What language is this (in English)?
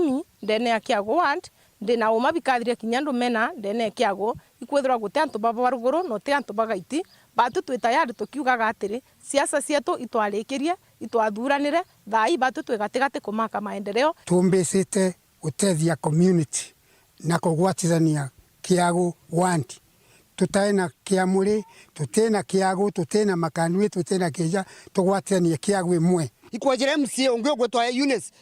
Meru